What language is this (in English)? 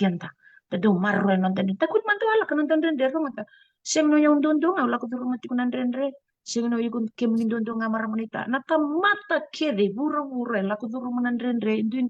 Fijian